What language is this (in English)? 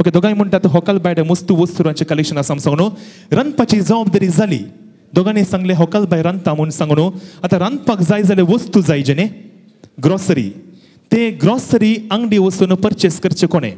Konkani